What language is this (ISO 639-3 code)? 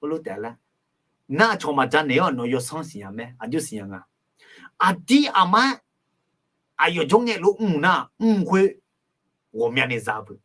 ahk